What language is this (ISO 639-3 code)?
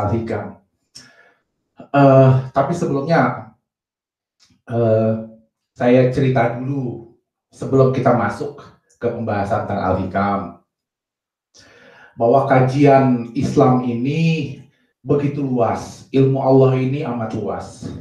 ind